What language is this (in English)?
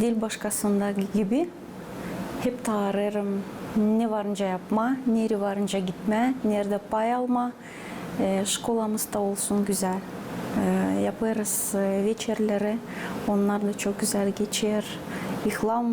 Gagauz